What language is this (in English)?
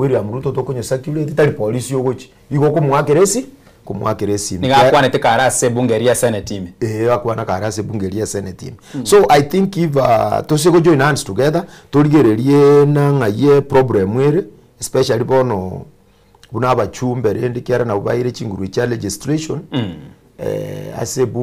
Gusii